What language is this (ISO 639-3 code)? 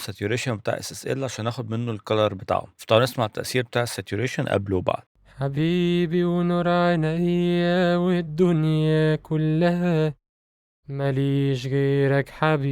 arz